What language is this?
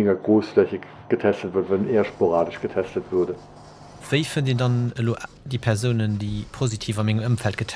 Luxembourgish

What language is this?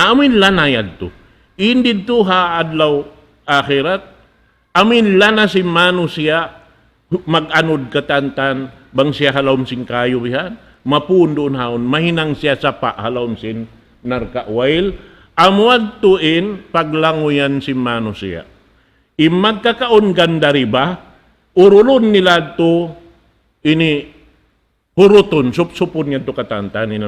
Tausug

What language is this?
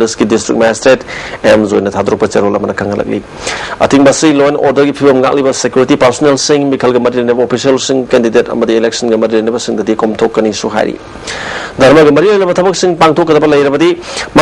Manipuri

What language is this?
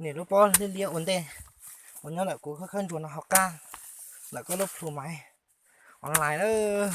Hmong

